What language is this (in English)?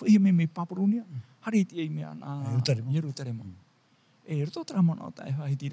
Tahitian